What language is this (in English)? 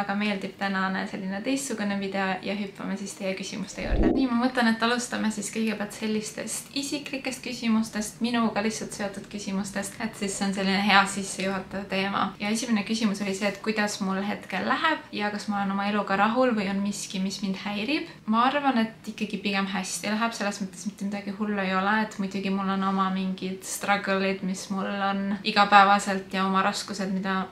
Estonian